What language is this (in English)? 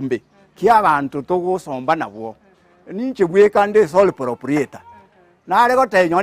Gusii